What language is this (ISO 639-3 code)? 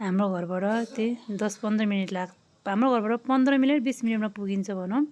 nep